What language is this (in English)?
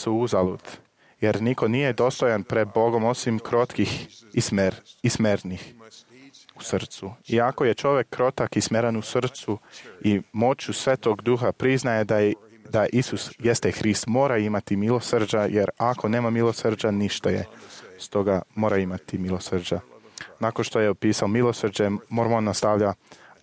Serbian